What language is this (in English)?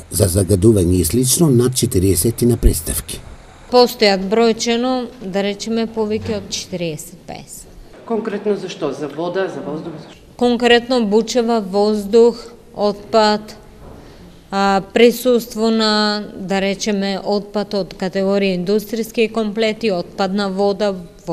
Macedonian